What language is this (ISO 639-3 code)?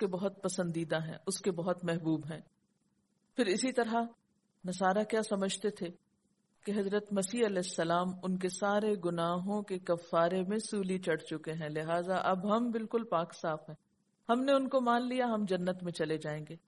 urd